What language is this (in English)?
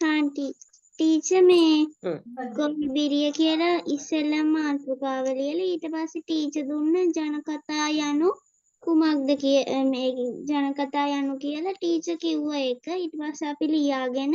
Sinhala